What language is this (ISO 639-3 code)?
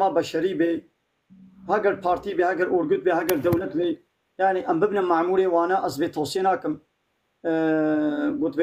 kur